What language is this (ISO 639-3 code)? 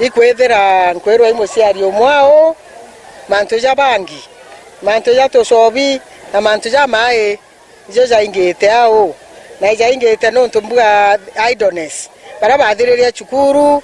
mer